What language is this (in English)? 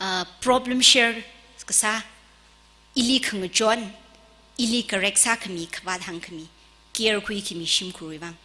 Tangkhul Naga (India)